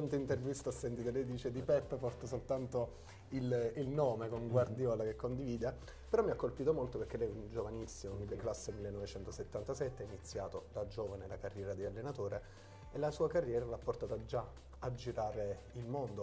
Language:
Italian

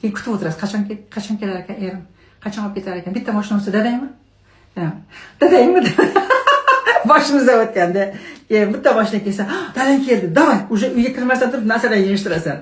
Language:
Uzbek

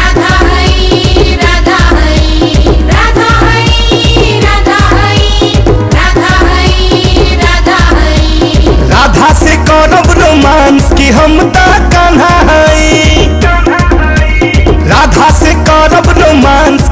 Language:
Bhojpuri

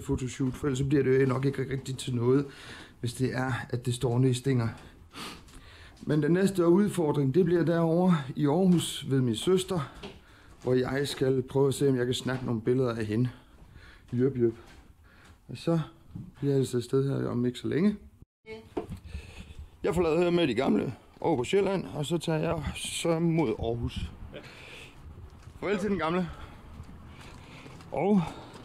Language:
Danish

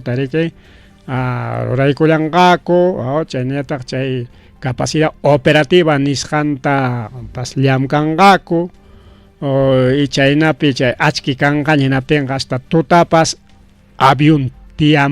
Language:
Ayacucho Quechua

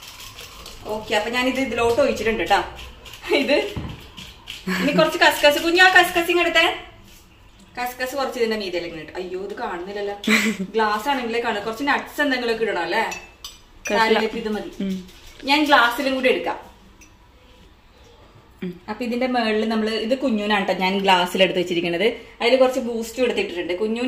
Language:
Malayalam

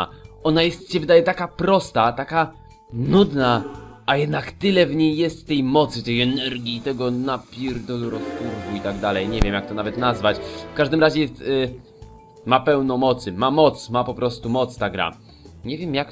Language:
Polish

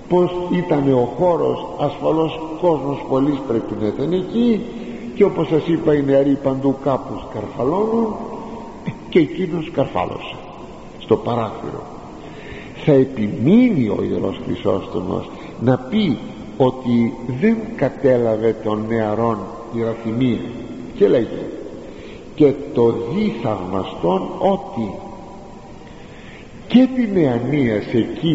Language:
Greek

